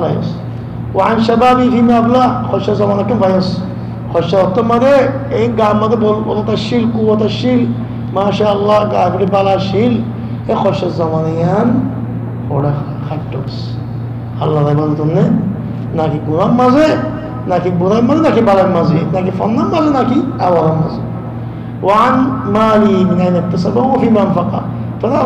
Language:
Rohingya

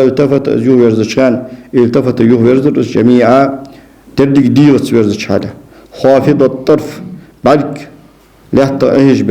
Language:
Ingush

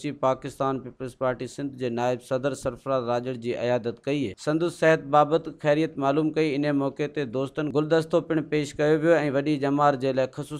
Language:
Sindhi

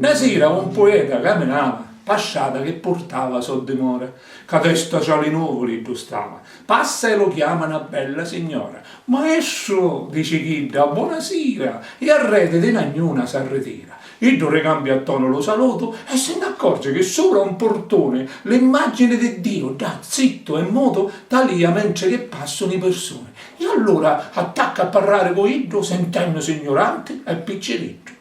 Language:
Sicilian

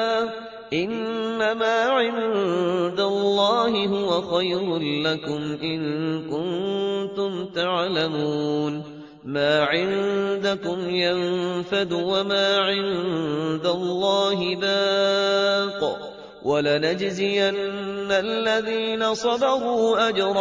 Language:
Arabic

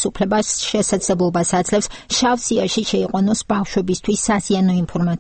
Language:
Georgian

